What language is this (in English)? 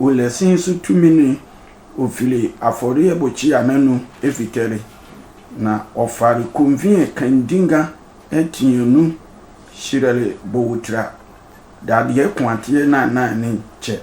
Sehwi